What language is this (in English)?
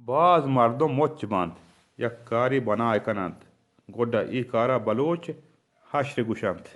Baluchi